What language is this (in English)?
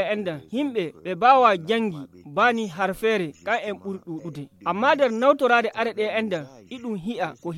Nigerian Fulfulde